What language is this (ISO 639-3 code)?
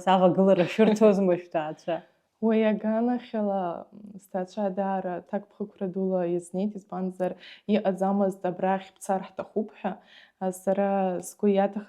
abk